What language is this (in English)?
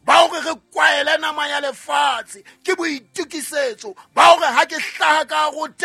Southern Sotho